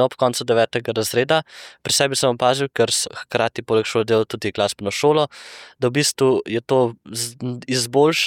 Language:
Slovenian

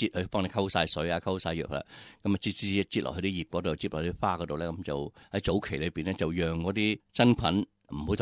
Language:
Cantonese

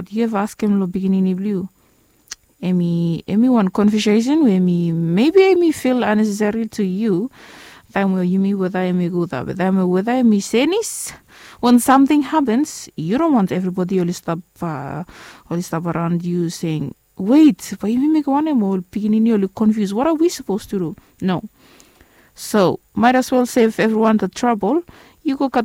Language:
Bislama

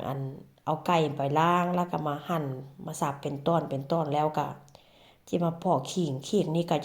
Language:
Northeastern Thai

